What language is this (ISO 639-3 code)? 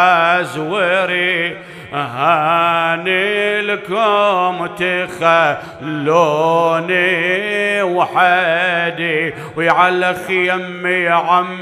acm